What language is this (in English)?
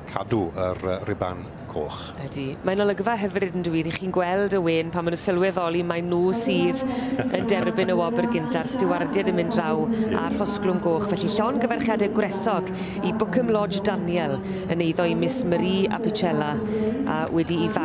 Welsh